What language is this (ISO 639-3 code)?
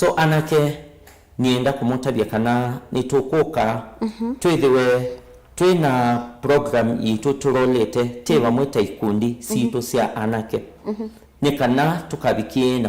kam